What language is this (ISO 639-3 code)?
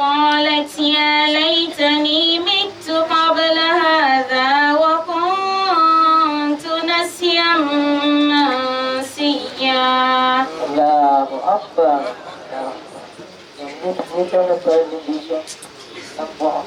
dag